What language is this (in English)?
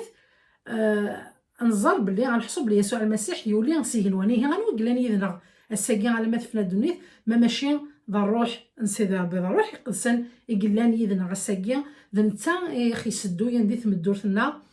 Kabyle